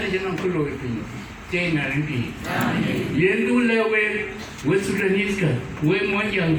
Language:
Dinka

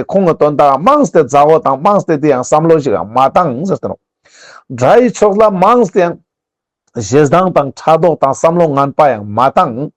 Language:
Ladakhi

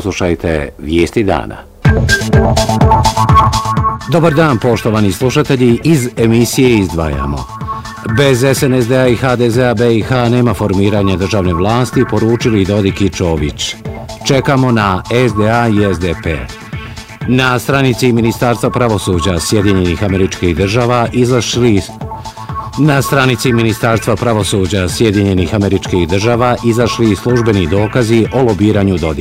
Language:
Bosnian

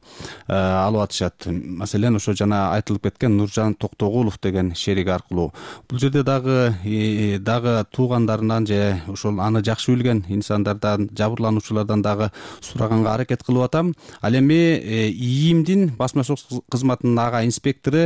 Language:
Kyrgyz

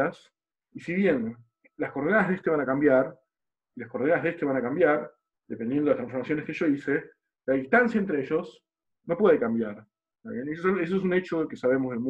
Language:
Spanish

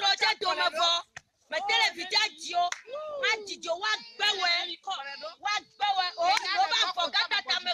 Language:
Ewe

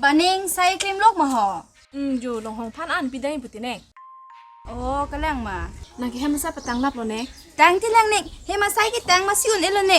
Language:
Karbi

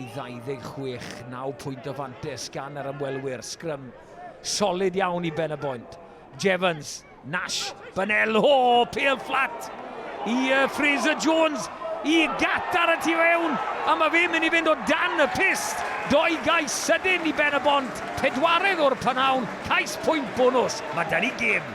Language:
Welsh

